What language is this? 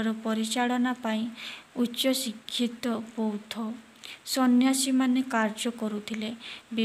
Odia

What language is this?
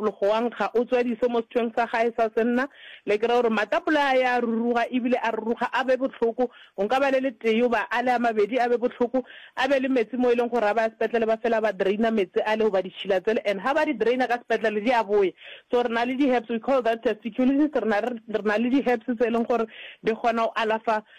Northern Sotho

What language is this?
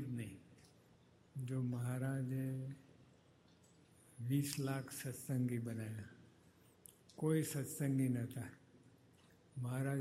Gujarati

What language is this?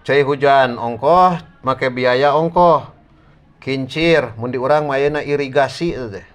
Sundanese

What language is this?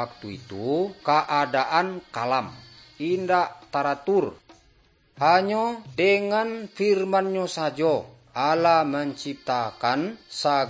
Minangkabau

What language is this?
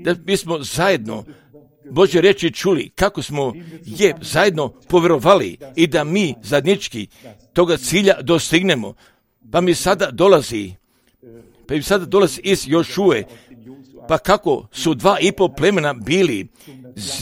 Croatian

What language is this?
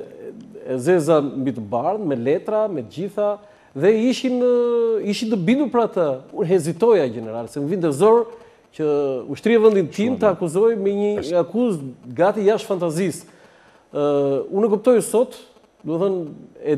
Albanian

